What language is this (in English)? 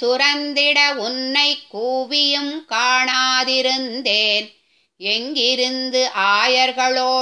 Tamil